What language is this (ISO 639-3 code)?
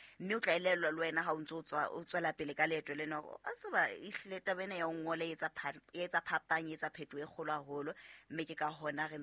sot